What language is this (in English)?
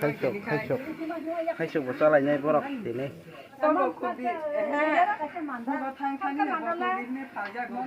Kok Borok